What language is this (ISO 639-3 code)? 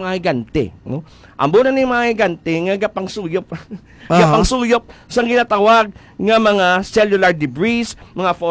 hil